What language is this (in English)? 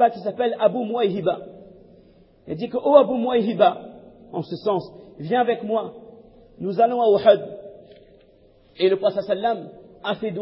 French